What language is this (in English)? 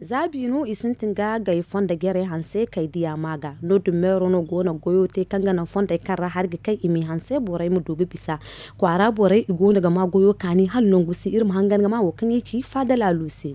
Zarma